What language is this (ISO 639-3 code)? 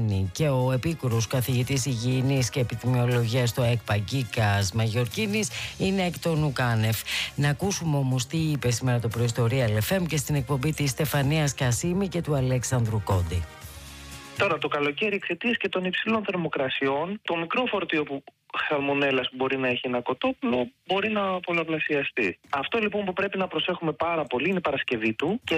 ell